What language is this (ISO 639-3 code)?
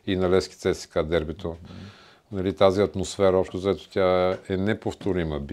bul